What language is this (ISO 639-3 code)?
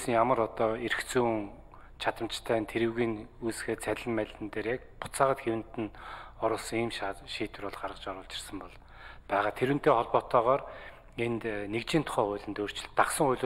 mon